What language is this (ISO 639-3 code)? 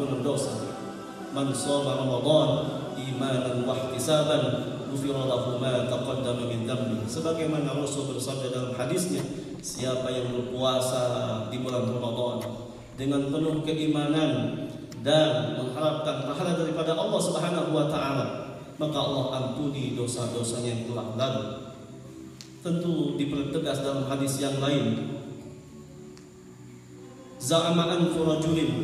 ind